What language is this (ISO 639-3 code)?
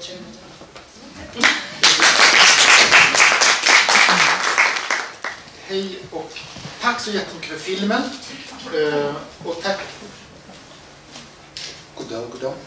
swe